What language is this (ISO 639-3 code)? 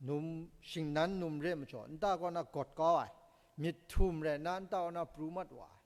kac